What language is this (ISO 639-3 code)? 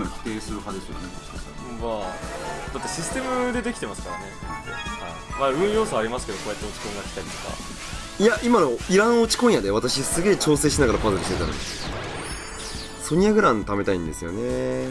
jpn